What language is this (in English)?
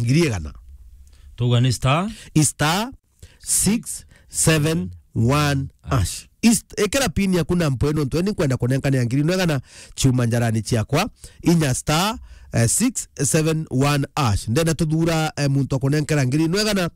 Meru